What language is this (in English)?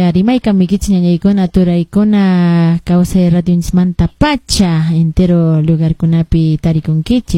Quechua